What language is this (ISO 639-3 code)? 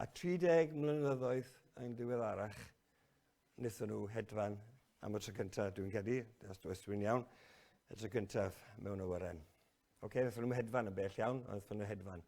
cym